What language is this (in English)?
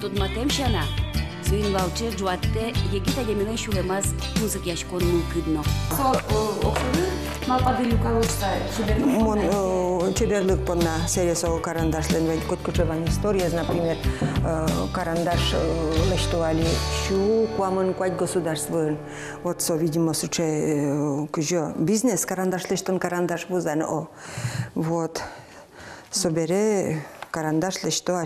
Udmurt